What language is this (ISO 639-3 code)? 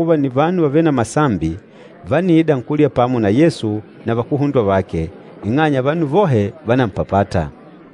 kde